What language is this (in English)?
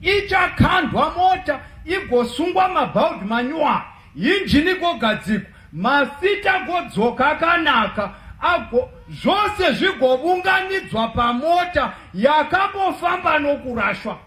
Shona